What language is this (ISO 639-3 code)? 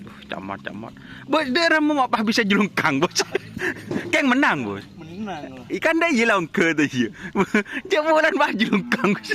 mad